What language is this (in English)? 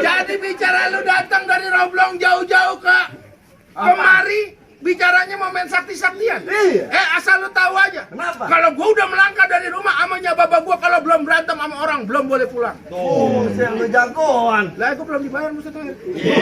Betawi